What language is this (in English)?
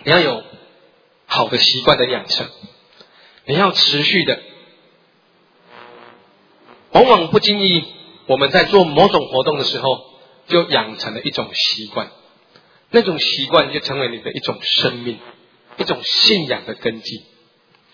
Chinese